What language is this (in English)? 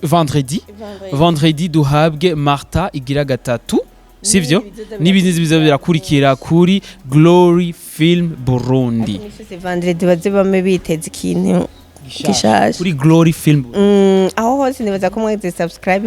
Rundi